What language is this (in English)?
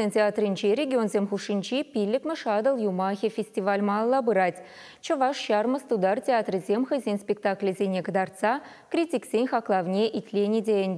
Chuvash